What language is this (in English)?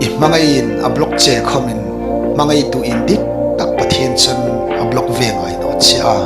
Hmar